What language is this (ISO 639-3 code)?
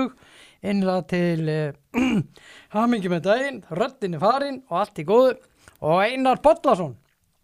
isl